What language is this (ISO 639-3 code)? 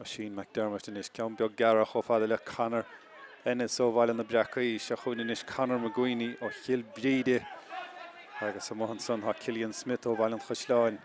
gle